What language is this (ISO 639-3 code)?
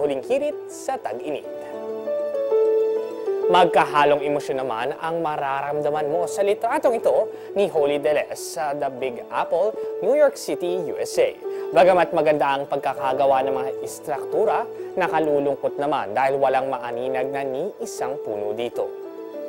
fil